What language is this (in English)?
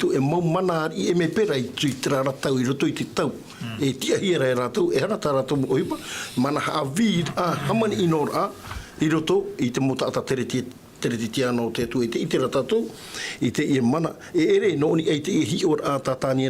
Tahitian